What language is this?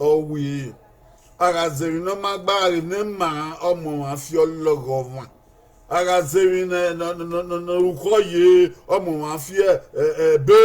Bini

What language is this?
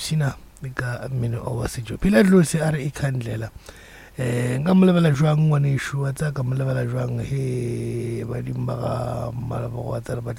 Northern Sotho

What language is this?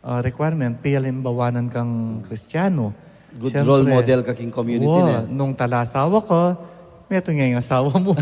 Pampanga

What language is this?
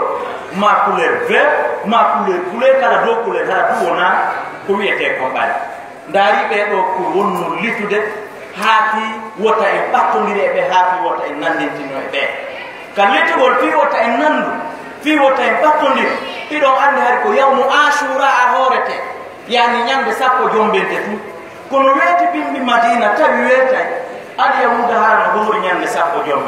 Fula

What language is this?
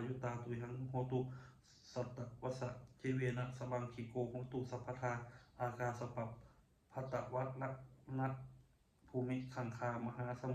Pali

